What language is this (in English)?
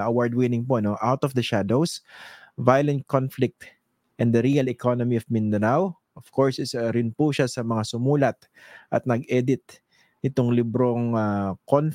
Filipino